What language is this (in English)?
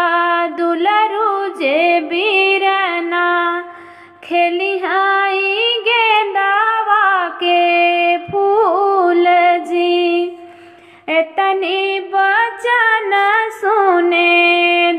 Bhojpuri